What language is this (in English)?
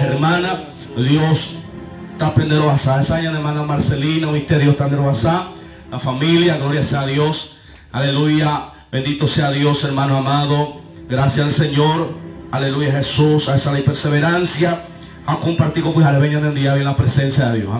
Guarani